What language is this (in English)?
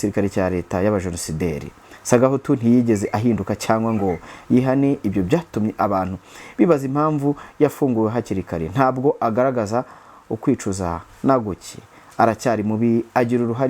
Kinyarwanda